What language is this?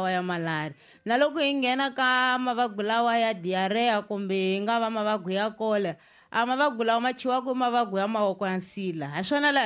Tsonga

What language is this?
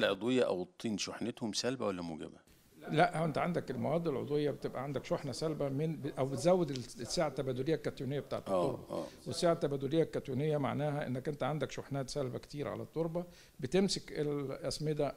Egyptian Arabic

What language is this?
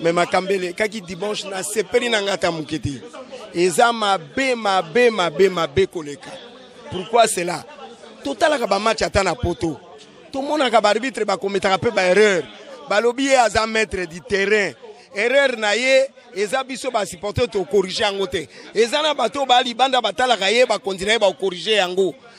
Lingala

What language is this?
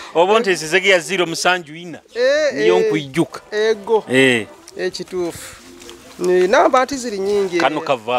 Nyoro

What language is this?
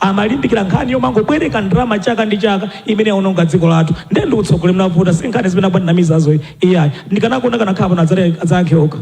Nyanja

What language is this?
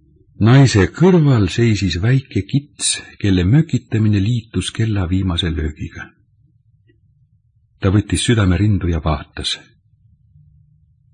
Estonian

